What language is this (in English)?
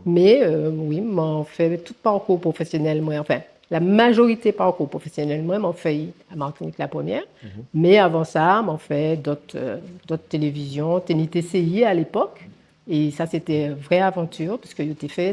Guadeloupean Creole French